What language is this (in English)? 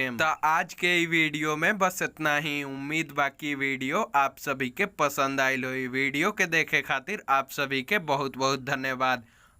Bhojpuri